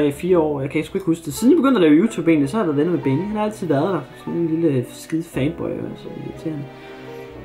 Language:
Danish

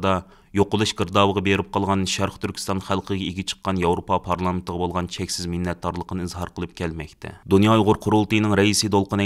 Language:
Uyghur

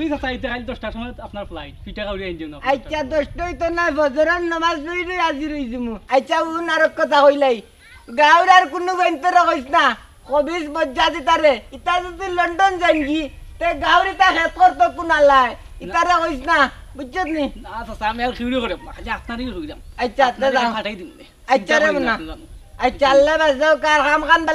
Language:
Sylheti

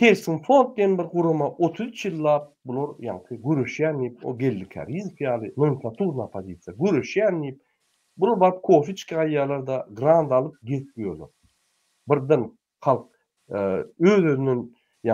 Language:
Turkmen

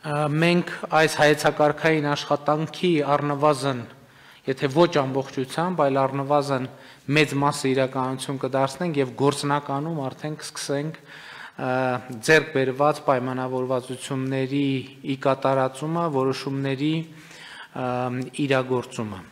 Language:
Armenian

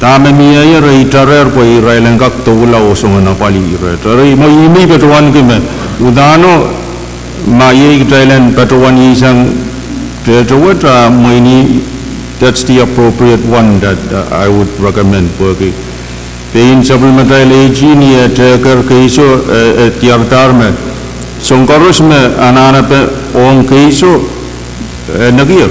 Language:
Pohnpeian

